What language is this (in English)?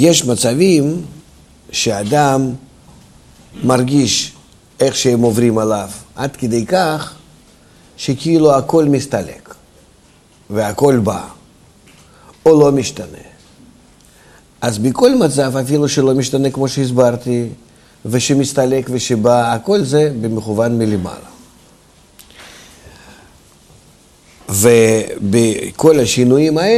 Hebrew